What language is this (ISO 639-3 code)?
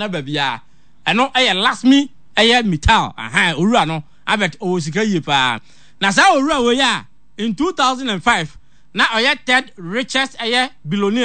aka